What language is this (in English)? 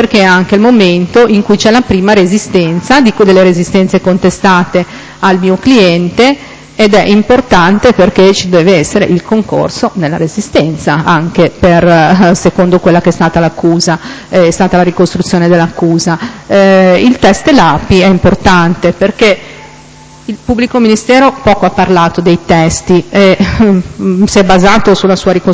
Italian